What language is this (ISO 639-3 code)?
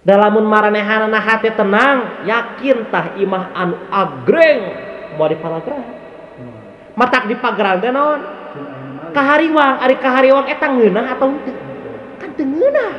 sun